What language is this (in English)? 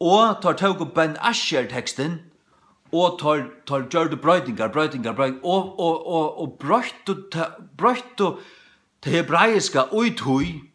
Faroese